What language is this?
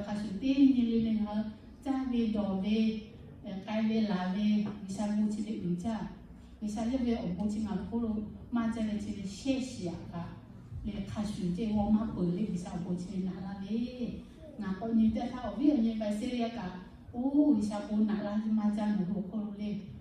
Lahu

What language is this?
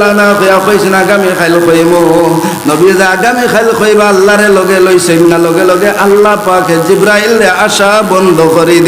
Sylheti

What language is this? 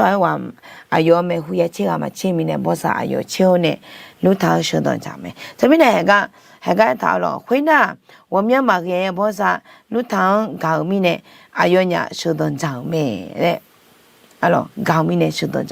Akha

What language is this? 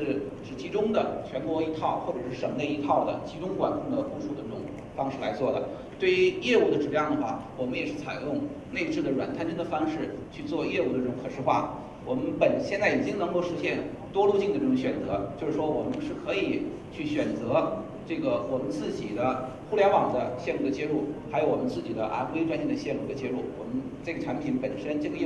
Chinese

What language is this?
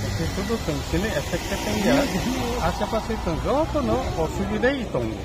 Riang (India)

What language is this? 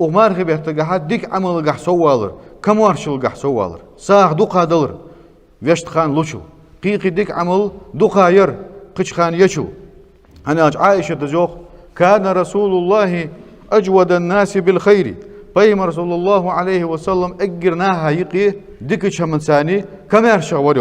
Ingush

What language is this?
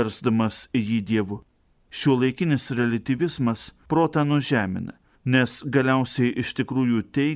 Lithuanian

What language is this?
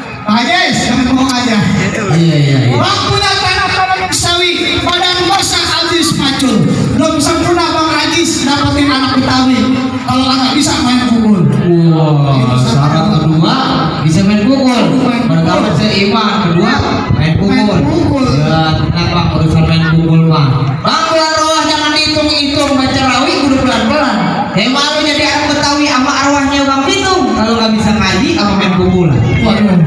Betawi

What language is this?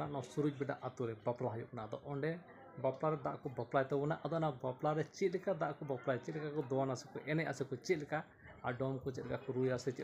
Santali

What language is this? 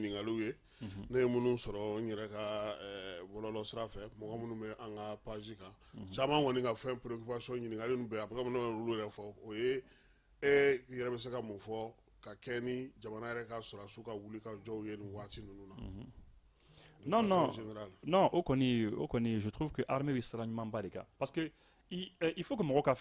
Bambara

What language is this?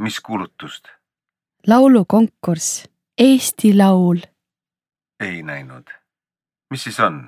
Estonian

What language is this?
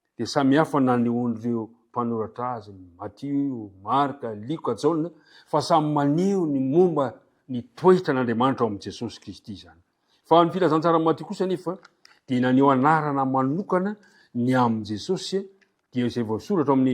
Malagasy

